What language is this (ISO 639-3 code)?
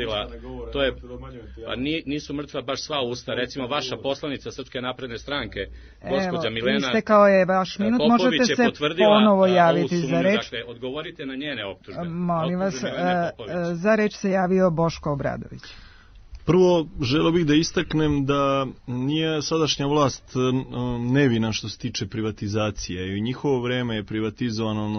srp